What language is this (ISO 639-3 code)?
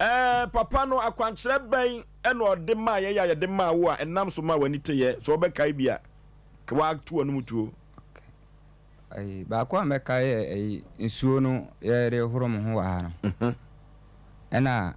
aka